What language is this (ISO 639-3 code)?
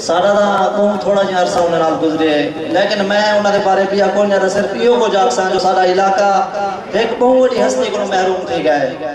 skr